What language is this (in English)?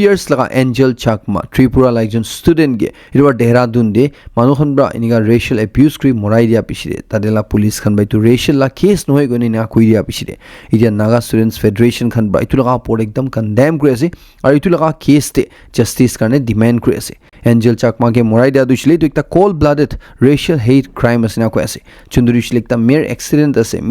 Naga Pidgin